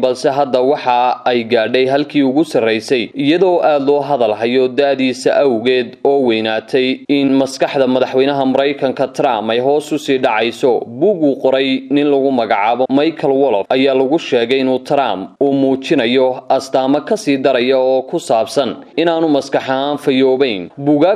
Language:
Somali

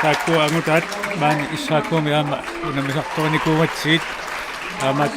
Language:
Kalaallisut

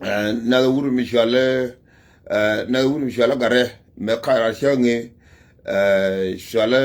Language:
Nuer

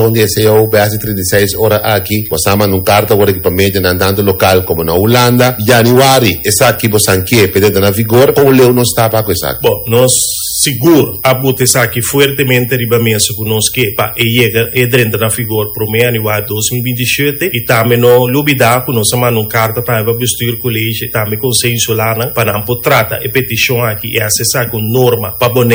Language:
Papiamento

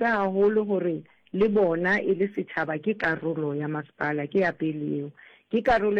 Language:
Southern Sotho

